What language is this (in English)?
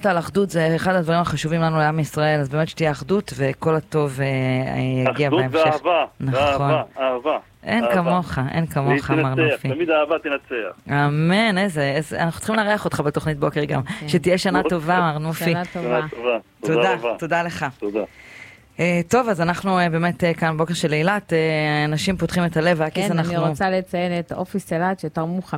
Hebrew